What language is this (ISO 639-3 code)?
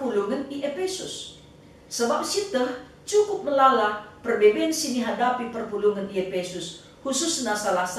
btx